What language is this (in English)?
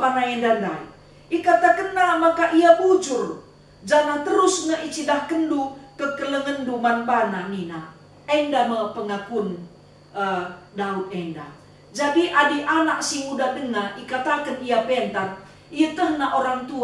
Batak Karo